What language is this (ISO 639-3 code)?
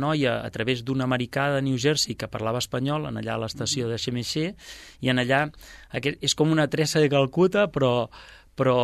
cat